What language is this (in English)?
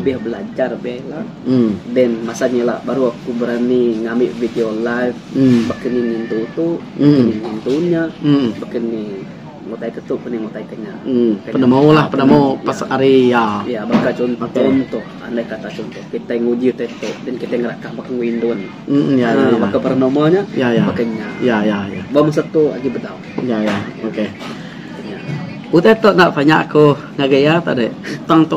Iban